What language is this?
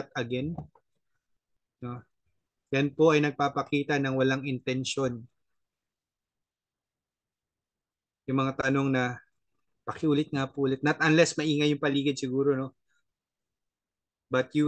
Filipino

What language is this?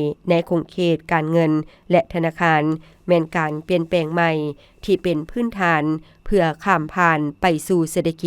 Lao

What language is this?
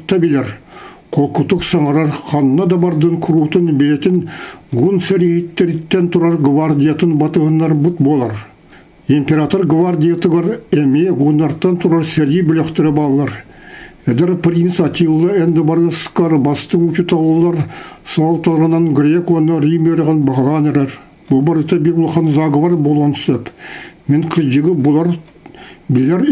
Yakut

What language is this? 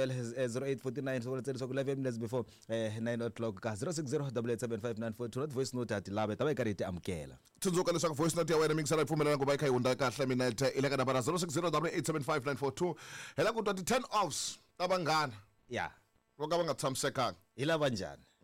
Tsonga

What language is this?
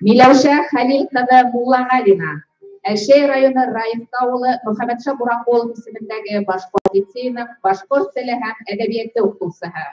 Bashkir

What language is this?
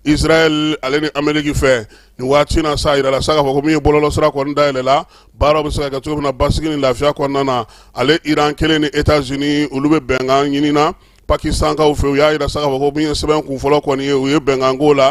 Bambara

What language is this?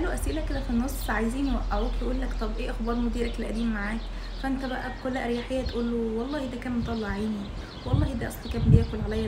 Egyptian Arabic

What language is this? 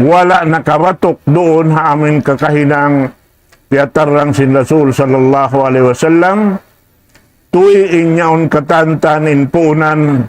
Tausug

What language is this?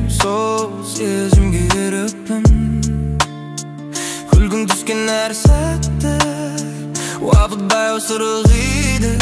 Kazakh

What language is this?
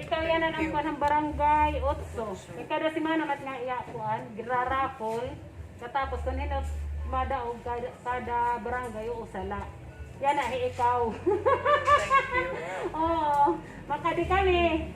Waray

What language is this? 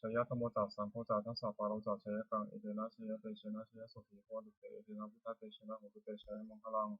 Pali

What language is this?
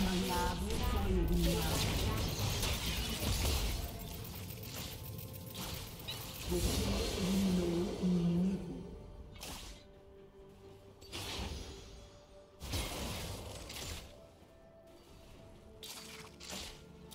Portuguese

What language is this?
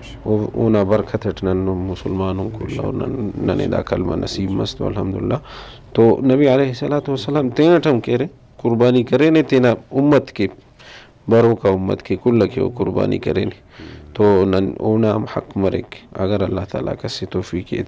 Brahui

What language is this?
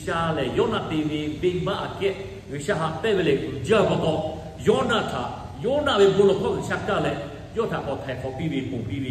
Lahu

